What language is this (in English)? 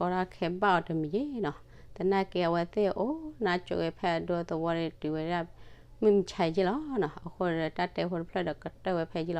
S'gaw Karen